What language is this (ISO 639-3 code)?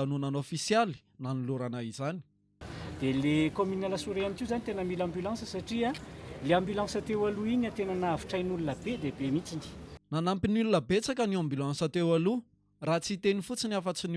mlg